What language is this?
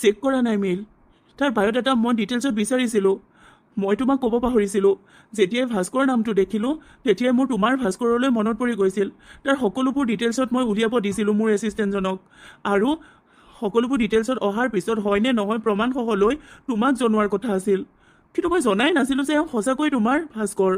Assamese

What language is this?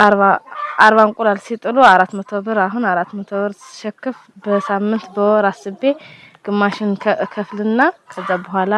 Amharic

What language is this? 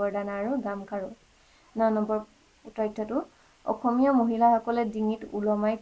Assamese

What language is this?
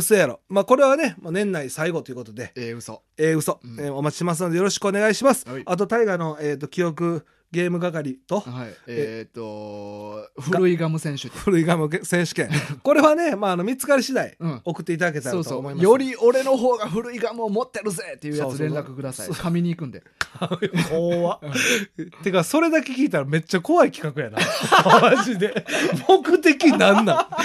Japanese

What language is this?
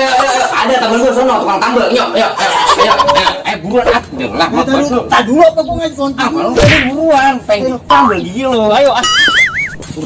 Betawi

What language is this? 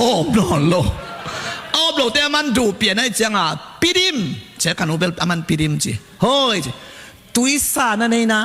Tedim Chin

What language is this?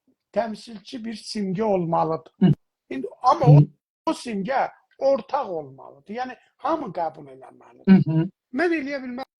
South Azerbaijani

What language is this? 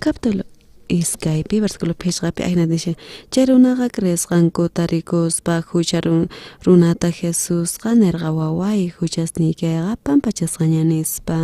South Bolivian Quechua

